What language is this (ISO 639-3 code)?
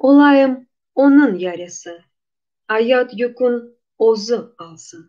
crh